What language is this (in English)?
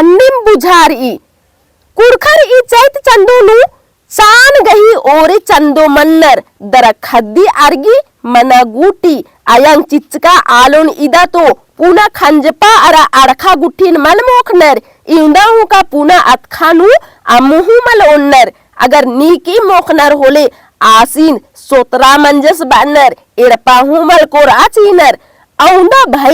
Kurukh